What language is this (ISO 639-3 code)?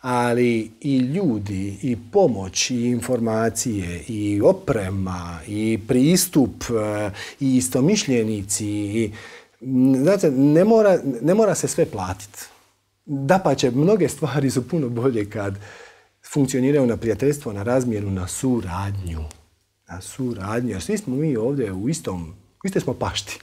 hrv